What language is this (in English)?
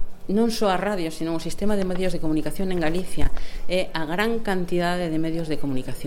Galician